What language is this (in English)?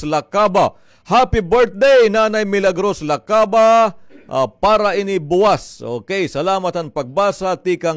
Waray